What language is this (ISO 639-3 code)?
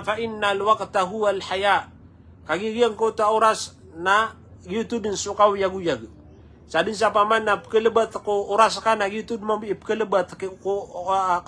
mrw